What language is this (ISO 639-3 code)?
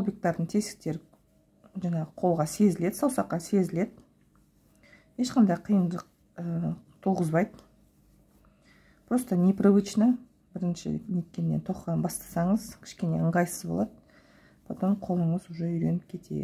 kaz